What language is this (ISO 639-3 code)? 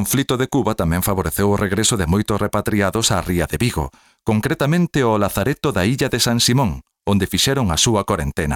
glg